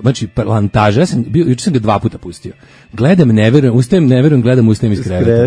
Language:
Serbian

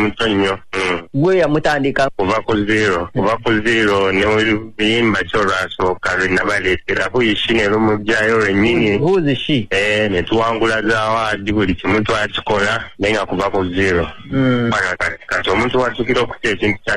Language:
Ganda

